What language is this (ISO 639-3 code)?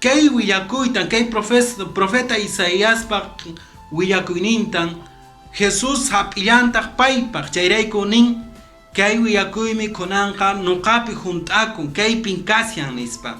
que